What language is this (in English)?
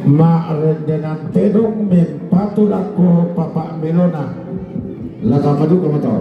Toraja-Sa'dan